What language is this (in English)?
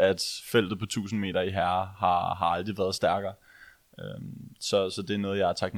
Danish